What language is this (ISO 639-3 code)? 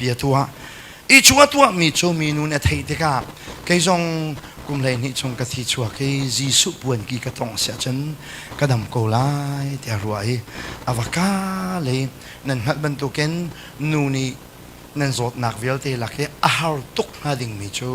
cnh